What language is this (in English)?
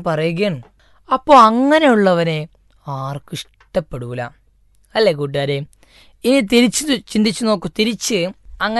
Malayalam